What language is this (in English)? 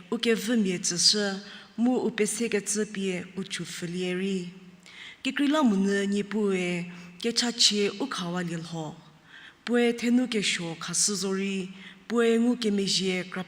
Angami Naga